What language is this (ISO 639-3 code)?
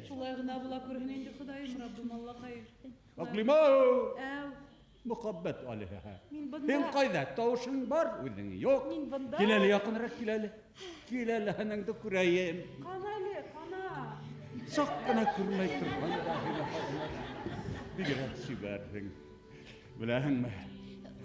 bak